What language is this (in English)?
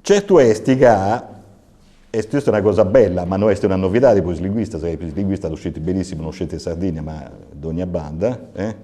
Sardinian